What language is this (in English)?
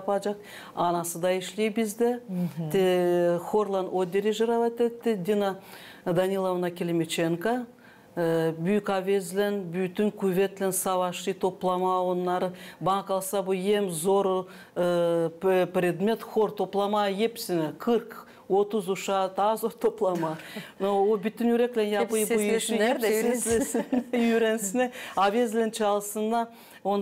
Gagauz